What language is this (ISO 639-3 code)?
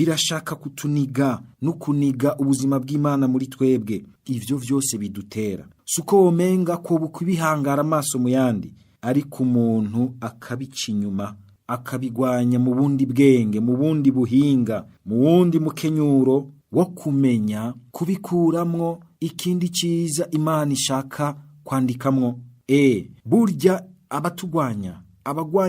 run